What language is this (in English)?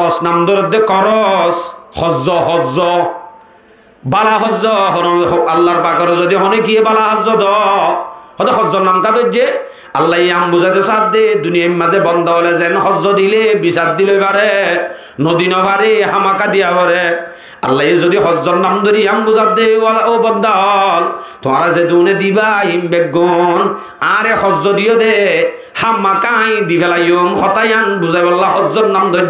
Rohingya